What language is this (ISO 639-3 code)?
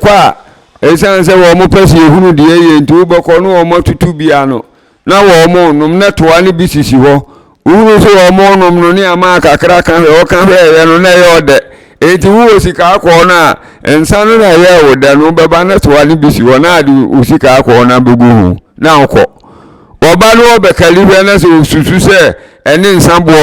aka